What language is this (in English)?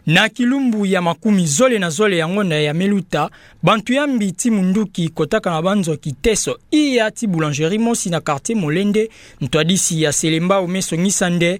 Kituba (Democratic Republic of Congo)